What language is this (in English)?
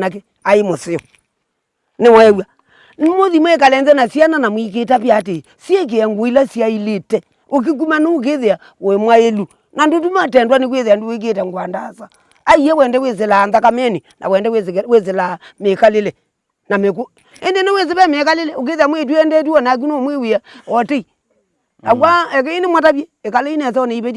Kamba